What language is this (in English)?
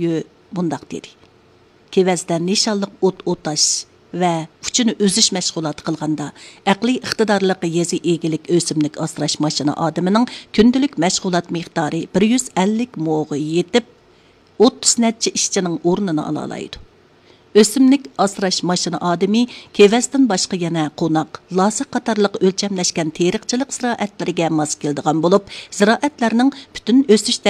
Uyghur